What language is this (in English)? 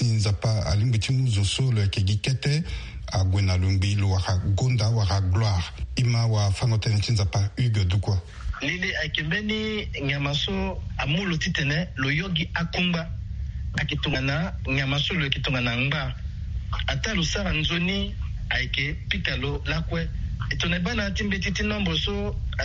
Sango